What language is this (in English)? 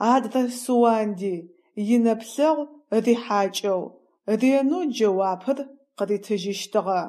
Adyghe